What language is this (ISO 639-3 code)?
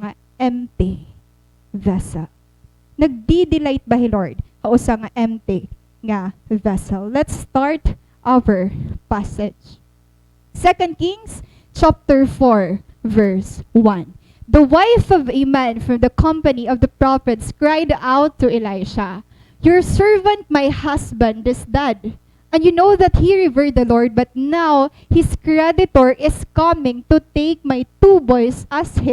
war